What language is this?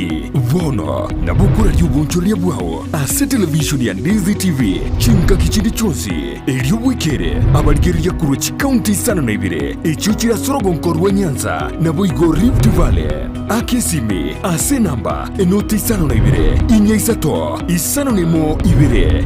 Gusii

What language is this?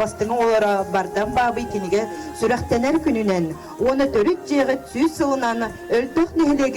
Yakut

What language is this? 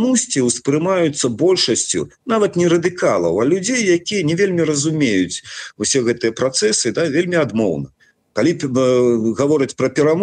Belarusian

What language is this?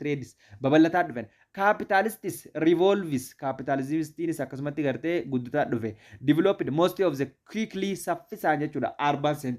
Oromo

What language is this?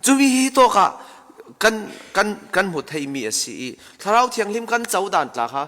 Falam Chin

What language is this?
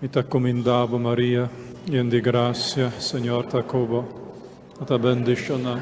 Papiamento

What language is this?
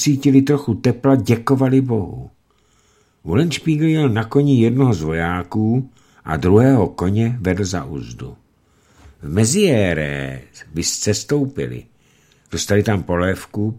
Czech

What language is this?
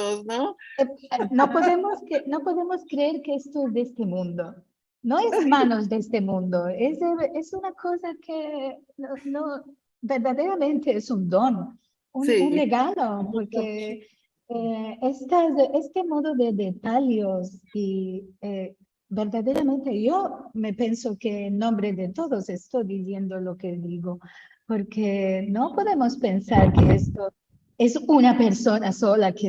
Ladino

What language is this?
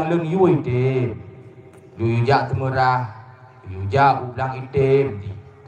Achinese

